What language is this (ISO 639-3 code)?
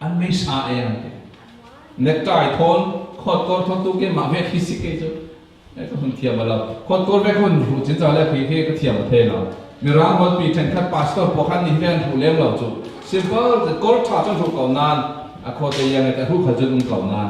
cfm